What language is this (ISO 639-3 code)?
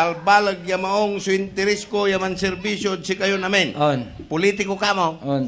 pag